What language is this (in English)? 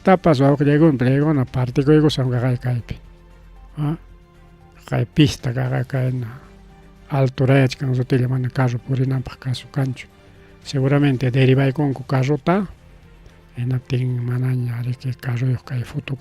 Ayacucho Quechua